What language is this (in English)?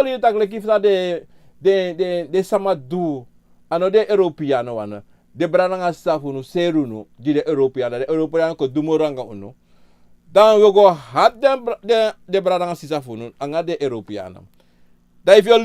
Sranan Tongo